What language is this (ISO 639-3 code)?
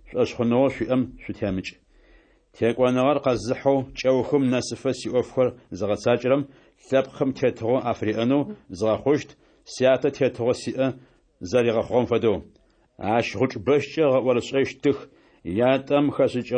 ady